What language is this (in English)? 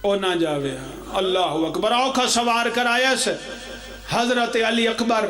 Pahari-Potwari